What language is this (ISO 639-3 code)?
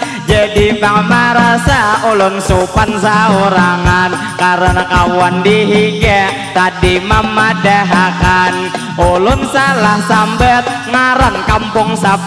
bjn